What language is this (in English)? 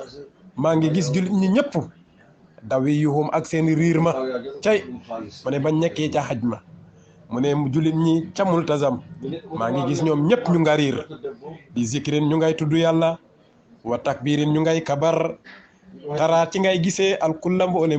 Wolof